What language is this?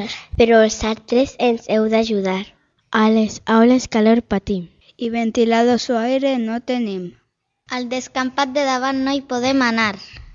Catalan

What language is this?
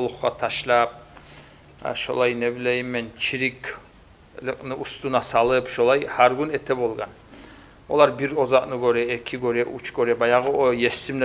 Kumyk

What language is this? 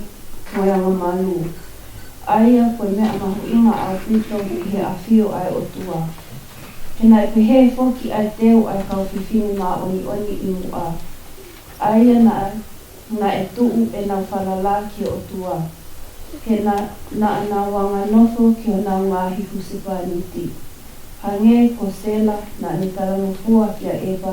Tongan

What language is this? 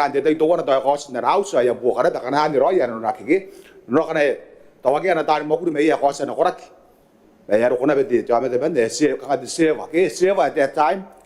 Gilbertese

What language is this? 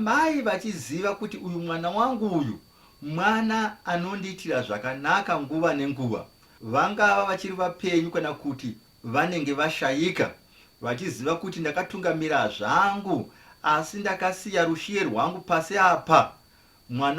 Shona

